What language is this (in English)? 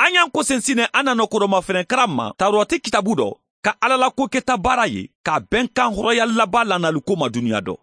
Mandingo